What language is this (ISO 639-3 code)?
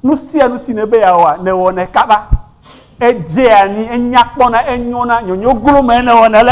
ewe